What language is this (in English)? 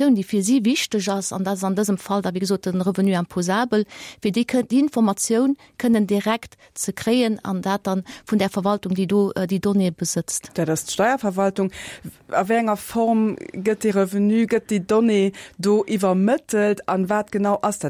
Luxembourgish